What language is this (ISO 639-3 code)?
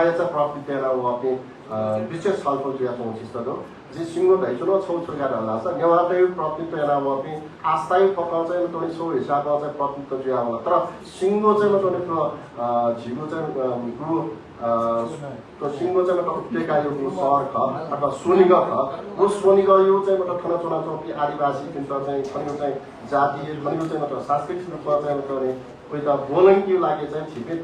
new